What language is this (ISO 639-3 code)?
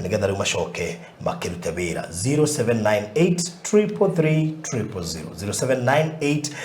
kik